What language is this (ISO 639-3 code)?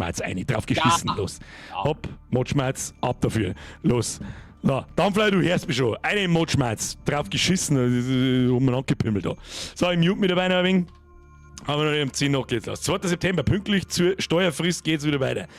bar